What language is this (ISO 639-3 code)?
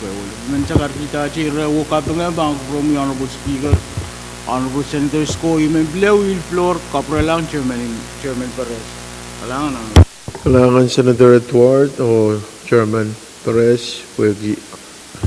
pon